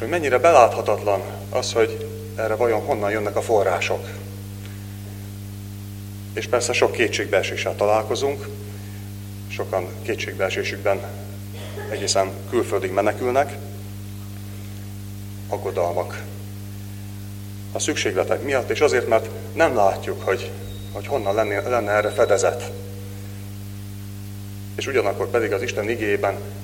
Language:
Hungarian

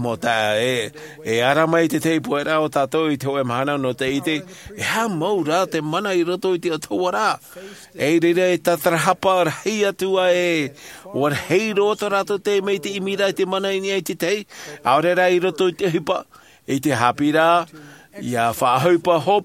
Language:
Tahitian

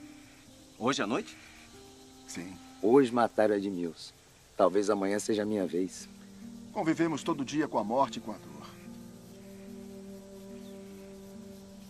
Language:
Portuguese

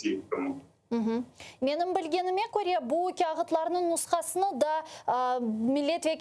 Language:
Crimean Tatar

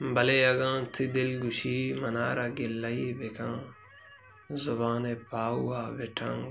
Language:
Baluchi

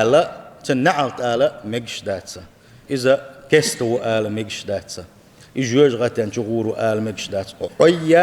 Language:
Chechen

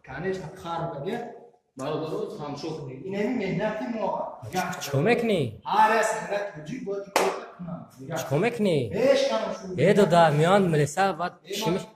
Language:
Tajik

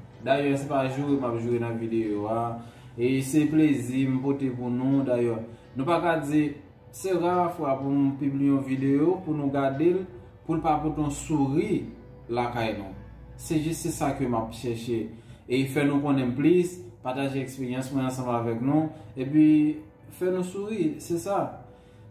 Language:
Haitian Creole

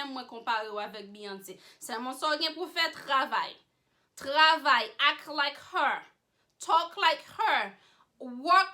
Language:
Haitian Creole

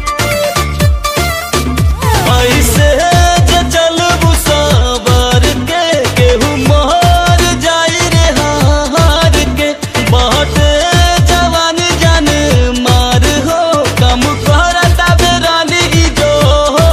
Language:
Bhojpuri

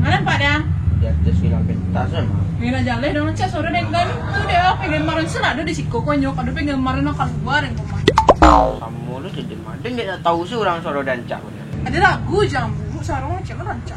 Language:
Minangkabau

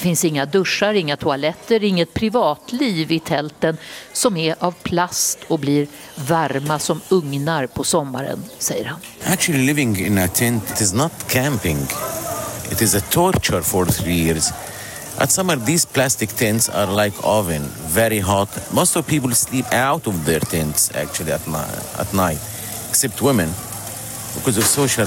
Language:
Swedish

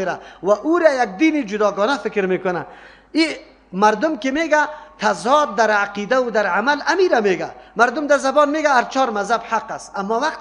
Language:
Persian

